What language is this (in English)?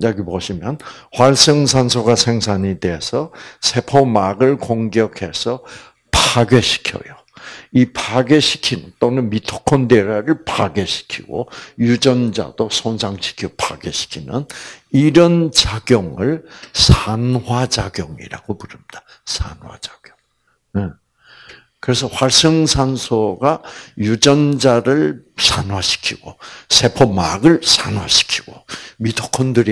Korean